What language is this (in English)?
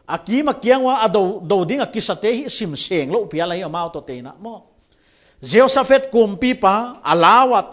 Paite Chin